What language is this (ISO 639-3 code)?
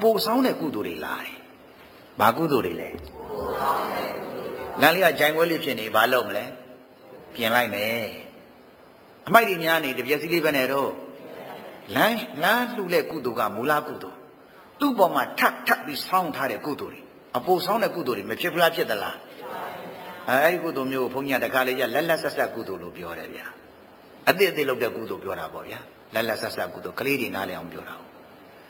mya